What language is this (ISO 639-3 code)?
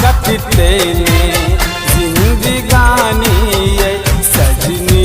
mai